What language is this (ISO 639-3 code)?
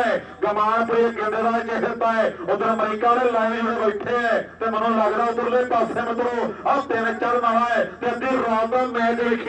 pan